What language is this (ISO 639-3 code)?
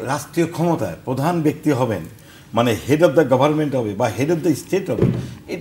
ben